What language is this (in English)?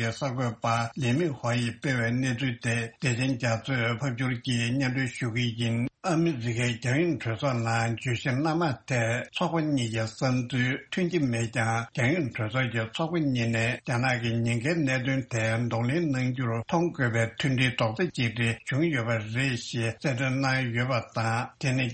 Tibetan